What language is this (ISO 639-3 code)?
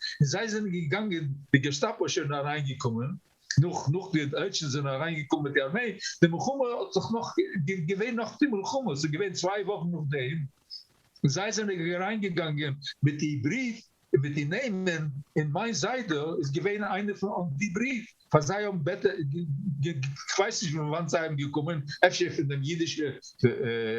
yid